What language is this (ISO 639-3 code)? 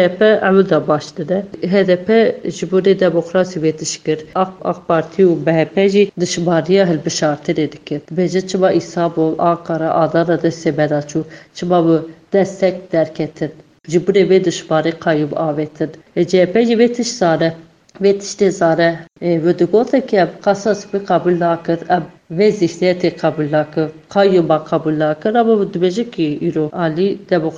kur